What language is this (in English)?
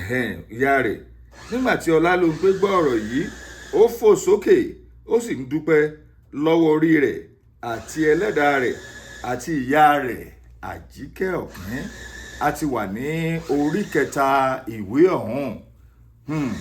Yoruba